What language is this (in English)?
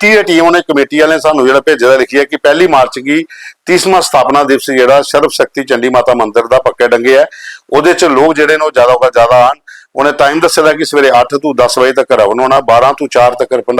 Dogri